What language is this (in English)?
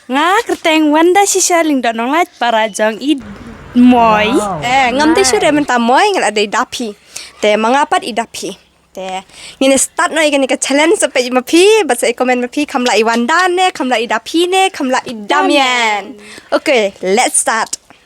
Khasi